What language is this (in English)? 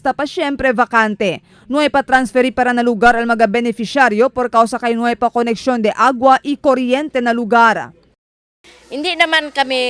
Chavacano